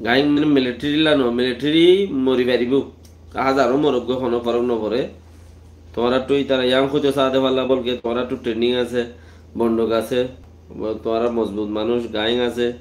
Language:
Rohingya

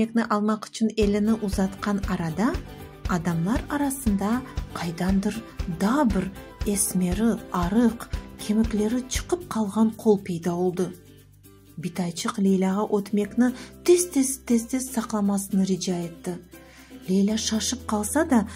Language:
Crimean Tatar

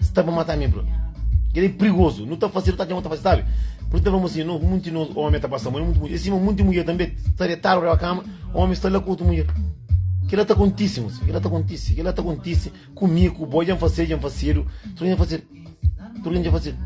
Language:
Kabuverdianu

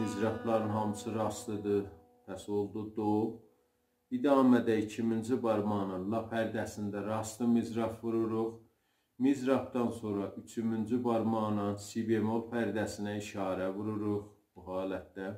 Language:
South Azerbaijani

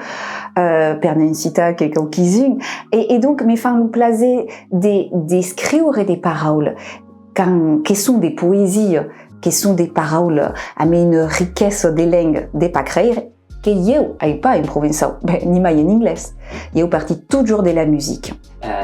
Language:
Occitan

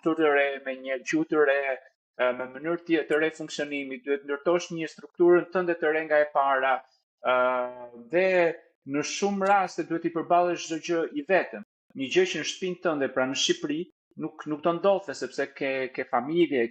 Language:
Albanian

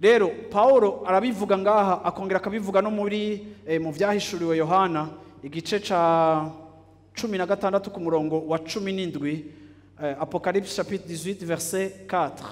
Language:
Rundi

